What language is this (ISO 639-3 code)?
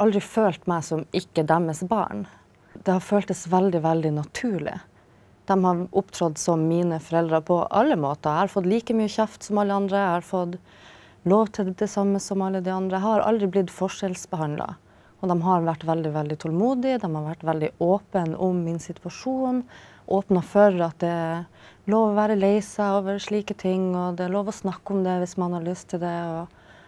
nor